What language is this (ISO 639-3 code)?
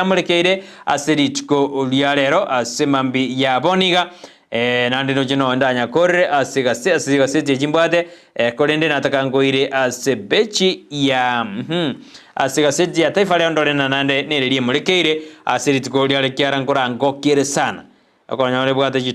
guz